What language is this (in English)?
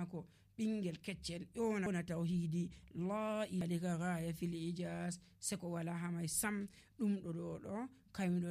Nigerian Fulfulde